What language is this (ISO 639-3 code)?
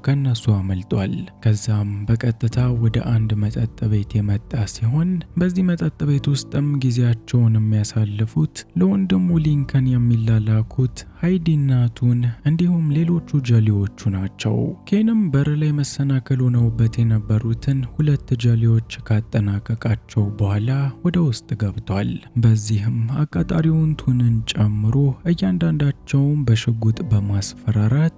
amh